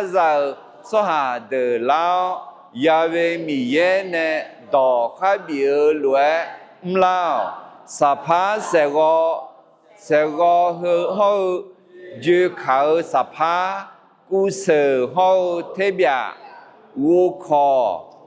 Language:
Akha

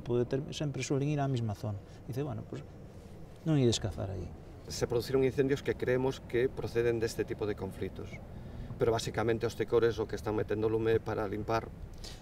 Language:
Galician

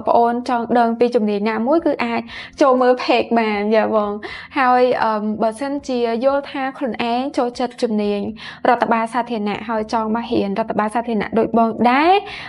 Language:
Khmer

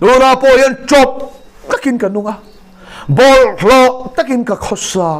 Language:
Mizo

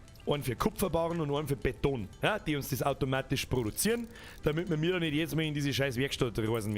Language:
Bavarian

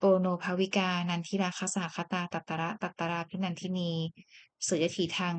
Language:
Pali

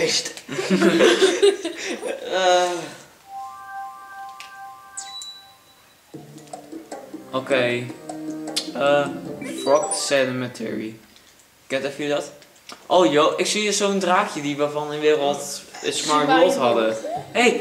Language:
Dutch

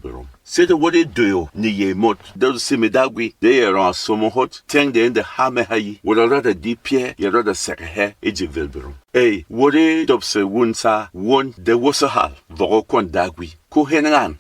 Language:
Berom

